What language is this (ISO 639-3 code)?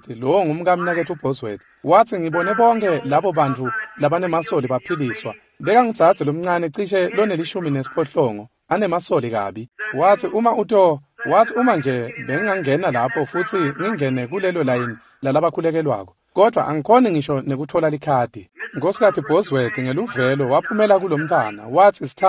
ssw